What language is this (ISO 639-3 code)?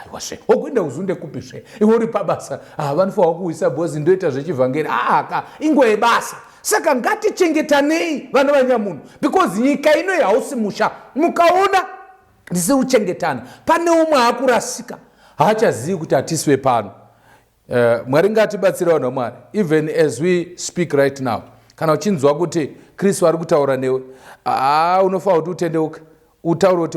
sna